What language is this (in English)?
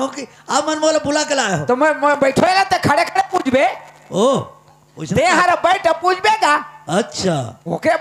Chhattisgarhi